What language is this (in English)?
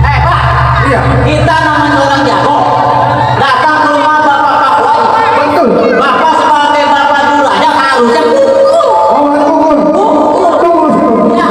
Betawi